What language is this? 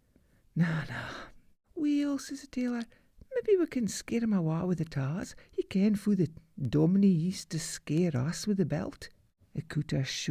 Scots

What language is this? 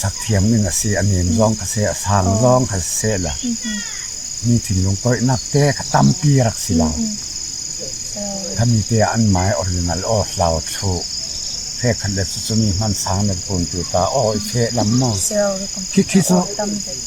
Falam Chin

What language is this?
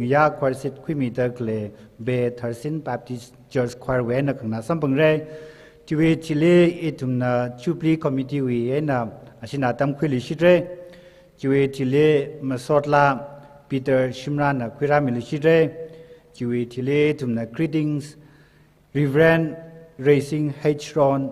Tangkhul Naga (India)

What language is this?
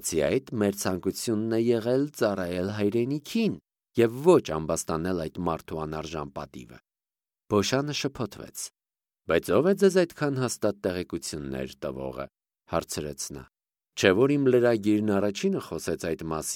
Armenian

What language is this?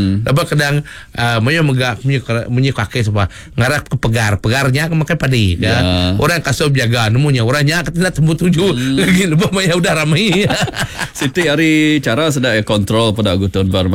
Iban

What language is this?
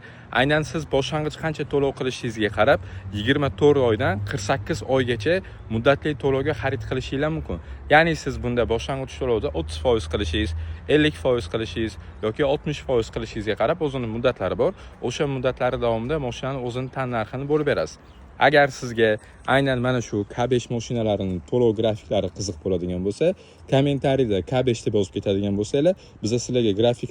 Uzbek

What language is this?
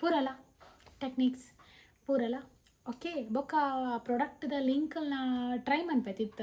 Tulu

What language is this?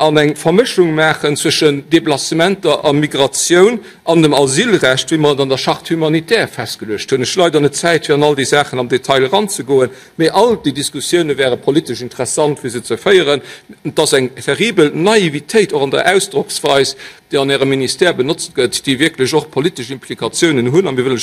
Luxembourgish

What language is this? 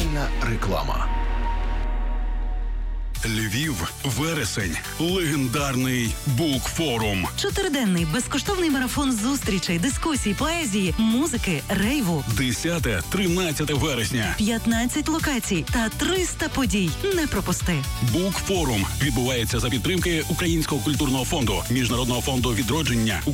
Ukrainian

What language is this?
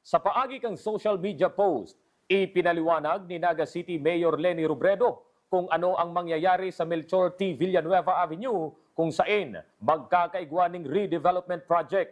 Bikol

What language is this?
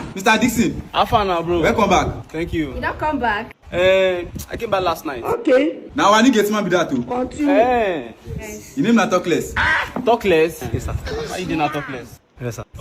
Nigerian Pidgin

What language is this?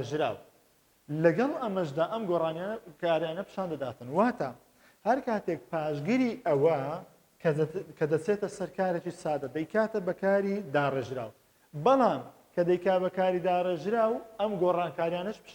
Central Kurdish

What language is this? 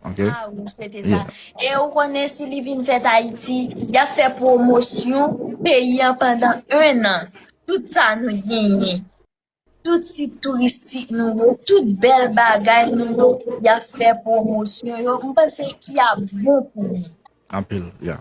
Haitian Creole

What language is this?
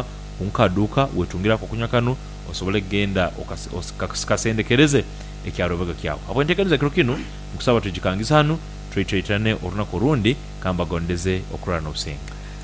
Nyoro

